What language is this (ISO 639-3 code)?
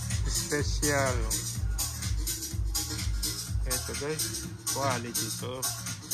fil